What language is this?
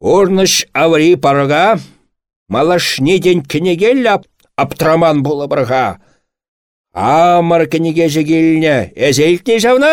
Chuvash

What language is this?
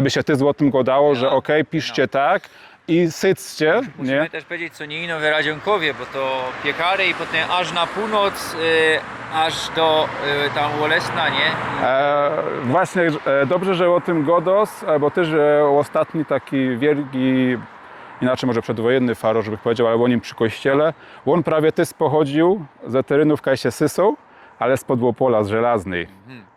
Silesian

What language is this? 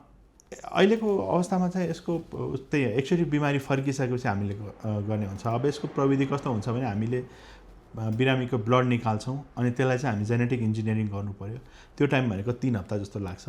Nepali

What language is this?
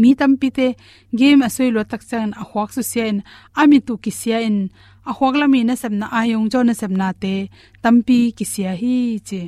Tedim Chin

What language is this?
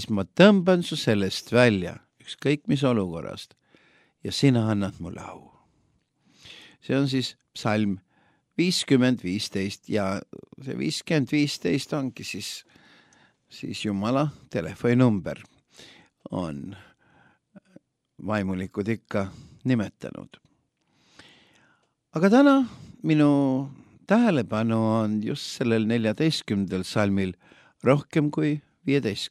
Estonian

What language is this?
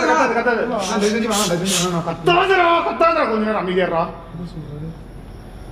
Tamil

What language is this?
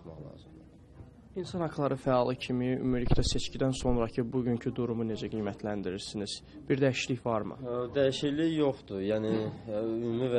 Azerbaijani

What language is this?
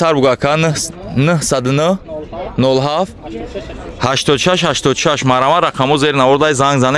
Tajik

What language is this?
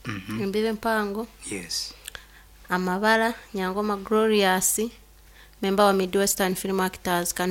Nyankole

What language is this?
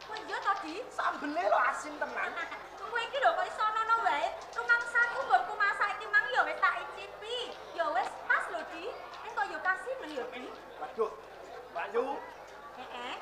Javanese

